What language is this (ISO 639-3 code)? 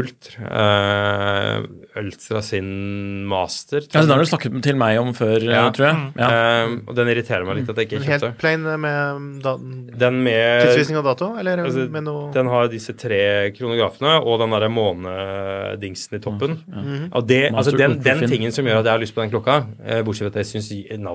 nor